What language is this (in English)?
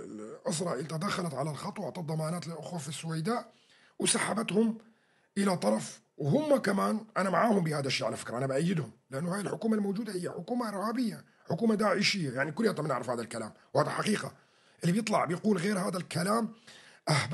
North Levantine Arabic